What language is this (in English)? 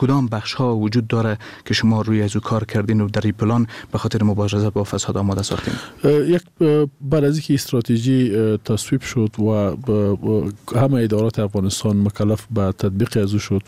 Persian